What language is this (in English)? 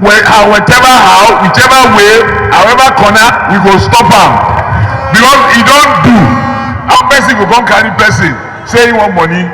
Nigerian Pidgin